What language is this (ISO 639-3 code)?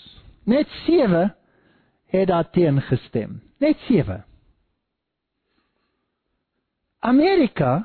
afr